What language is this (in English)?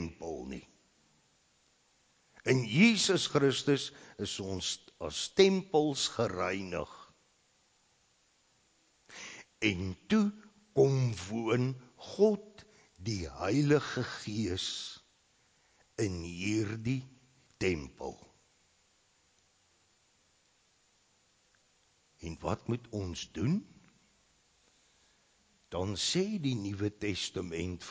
Afrikaans